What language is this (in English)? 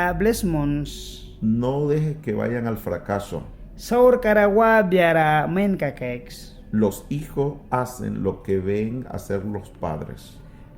Mískito